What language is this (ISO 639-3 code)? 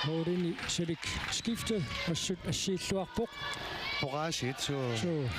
kal